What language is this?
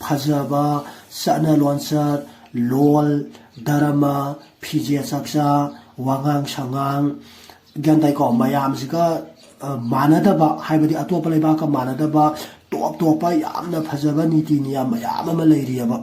Manipuri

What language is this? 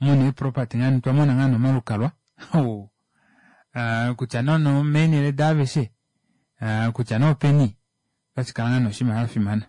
Kuanyama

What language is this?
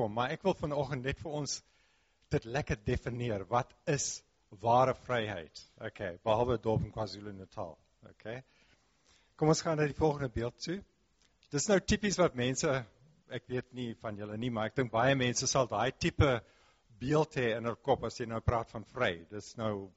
Afrikaans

